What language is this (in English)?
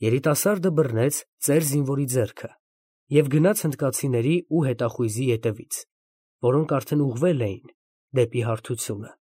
Armenian